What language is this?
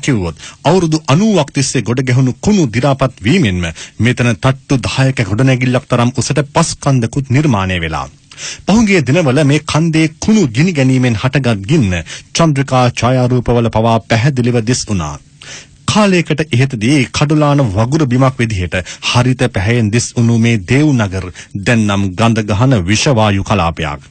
Sinhala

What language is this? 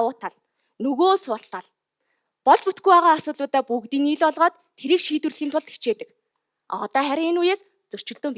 Mongolian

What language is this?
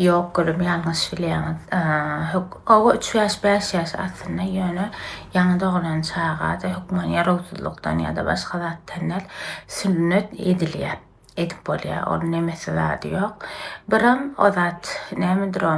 Turkmen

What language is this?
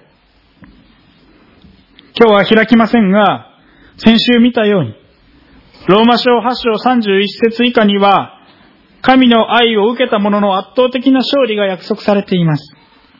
Japanese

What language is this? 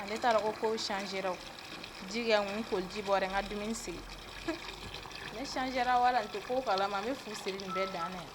Bambara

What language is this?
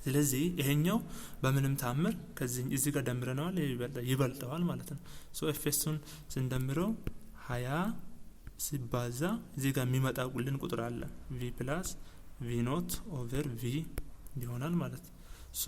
Amharic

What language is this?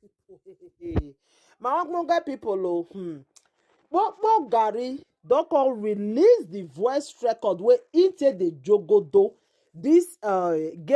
Nigerian Pidgin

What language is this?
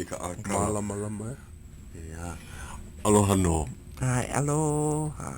Hawaiian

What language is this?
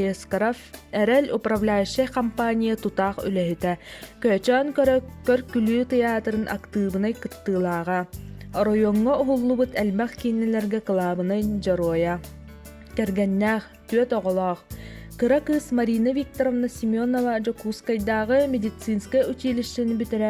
Yakut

